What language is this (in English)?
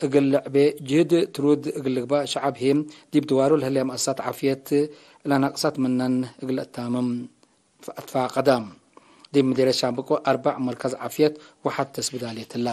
Tigre